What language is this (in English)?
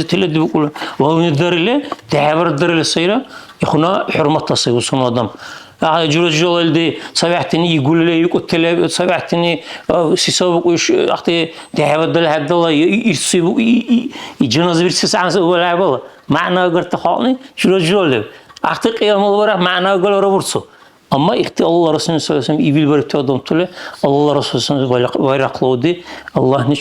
Dargwa